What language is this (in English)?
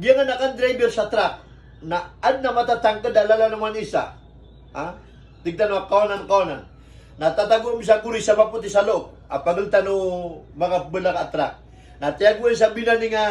Maranao